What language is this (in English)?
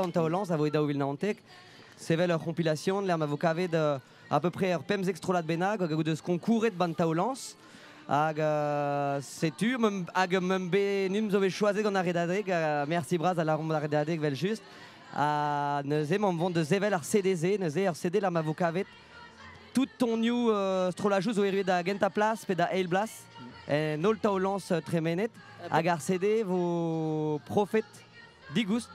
Breton